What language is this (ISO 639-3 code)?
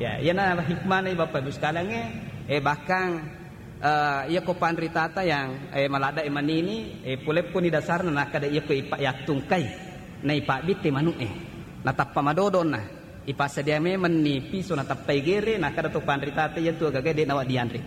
bug